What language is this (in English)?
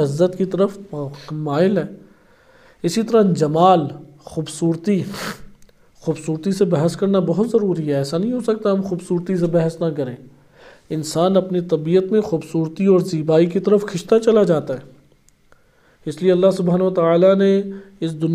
Urdu